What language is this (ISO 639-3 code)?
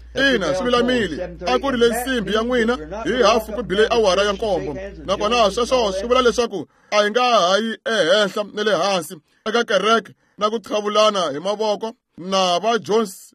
tso